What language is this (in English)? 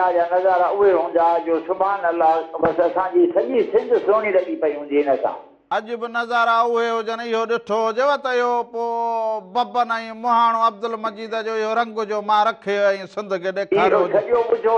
Sindhi